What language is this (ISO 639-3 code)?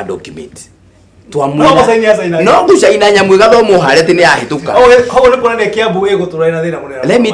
kik